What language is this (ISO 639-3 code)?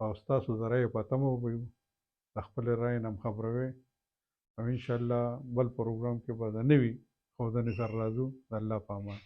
pus